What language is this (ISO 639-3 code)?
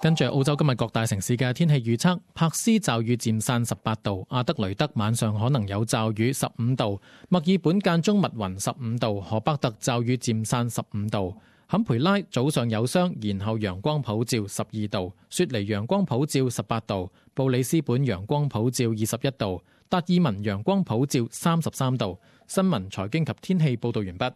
yue